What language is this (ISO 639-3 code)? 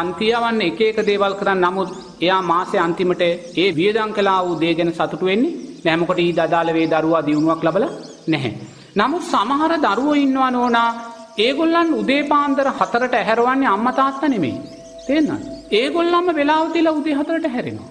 sin